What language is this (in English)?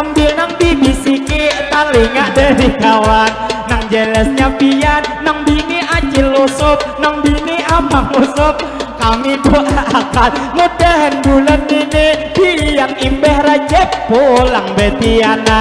Banjar